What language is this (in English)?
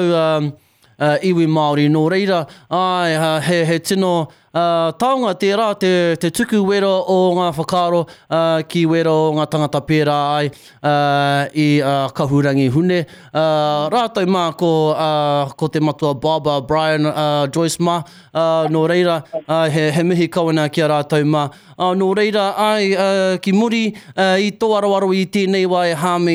Māori